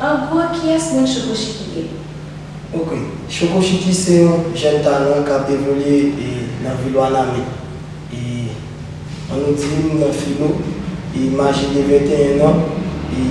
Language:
Haitian Creole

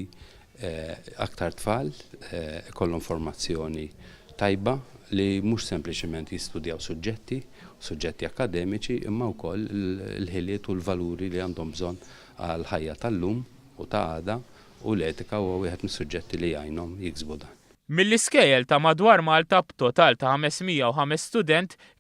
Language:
Maltese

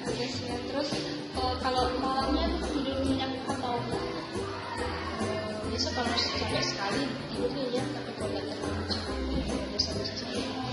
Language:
Indonesian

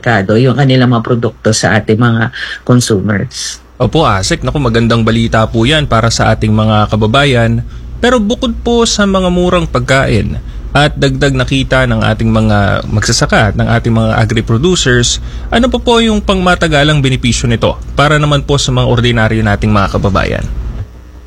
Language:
Filipino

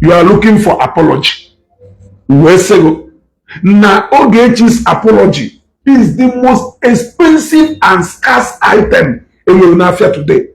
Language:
Igbo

